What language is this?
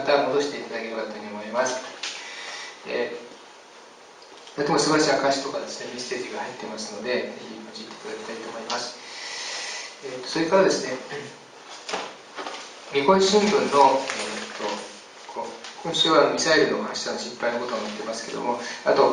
Japanese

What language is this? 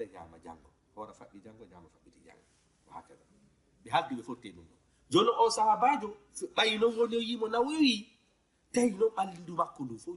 Fula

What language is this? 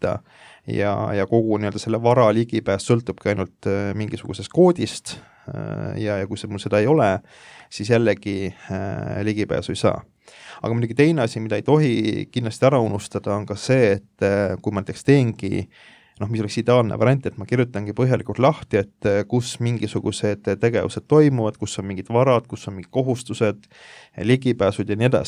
Estonian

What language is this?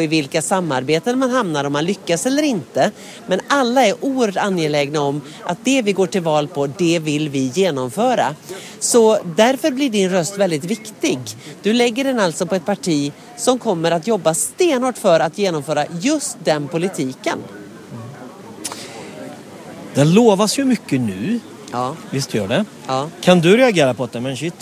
Swedish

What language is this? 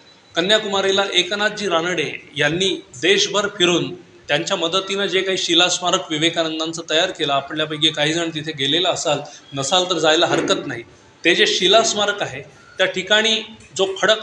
Marathi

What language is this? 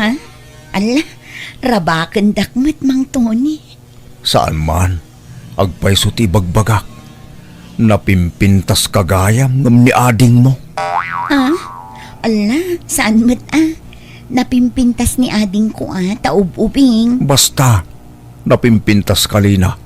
Iloko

